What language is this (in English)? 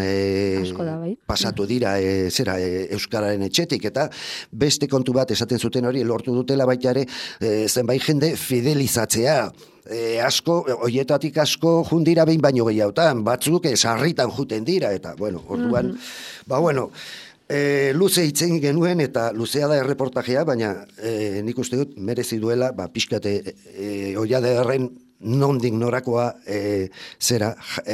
Basque